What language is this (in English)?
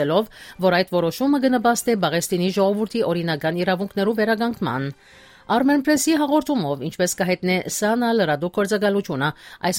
Western Armenian